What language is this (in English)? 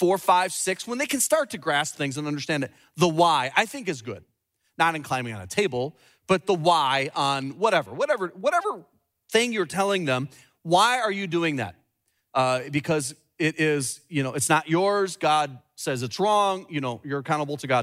English